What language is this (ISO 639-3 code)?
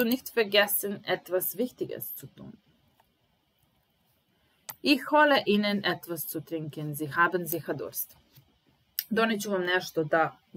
srp